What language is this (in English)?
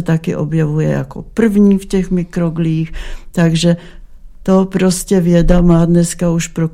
Czech